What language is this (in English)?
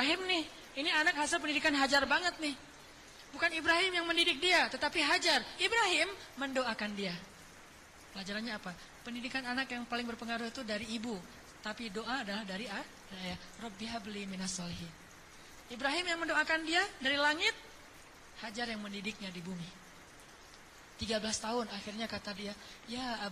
Indonesian